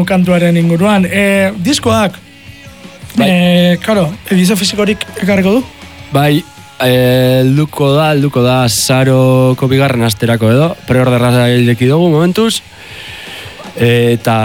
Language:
Basque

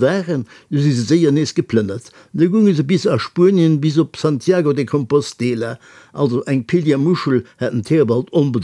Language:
Luxembourgish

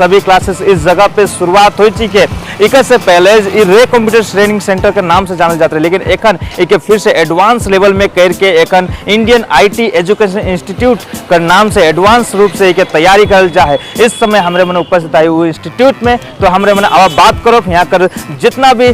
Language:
Sadri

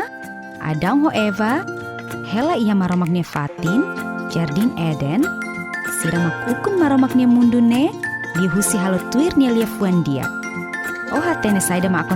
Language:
Tetum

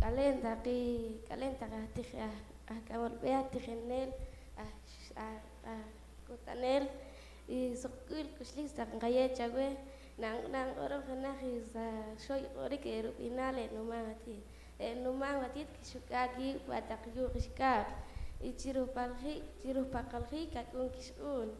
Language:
Poqomchi'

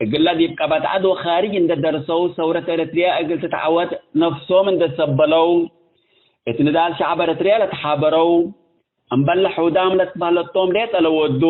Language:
Tigre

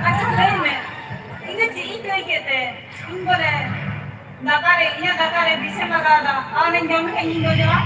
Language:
Santali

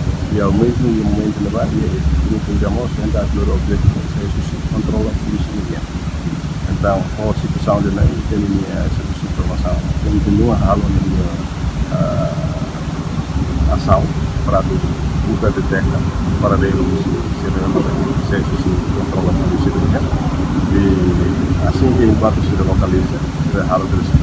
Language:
Tetum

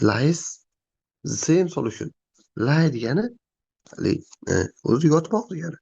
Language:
Uzbek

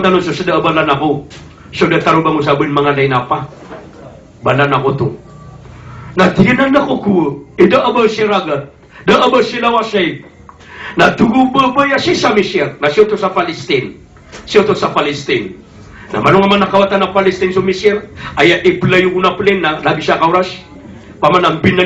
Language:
Maranao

